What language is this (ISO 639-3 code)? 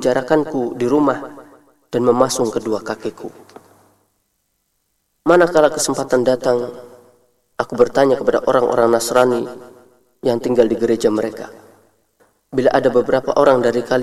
ind